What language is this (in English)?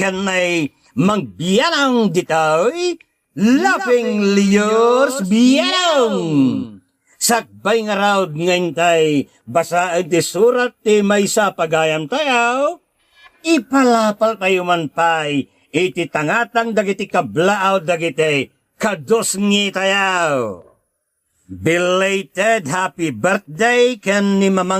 Iloko